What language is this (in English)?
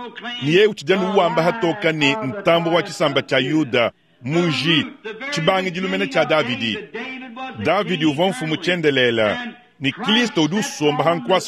Luba-Lulua